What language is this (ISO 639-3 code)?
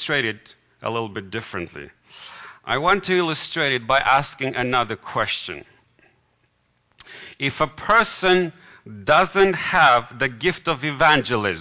eng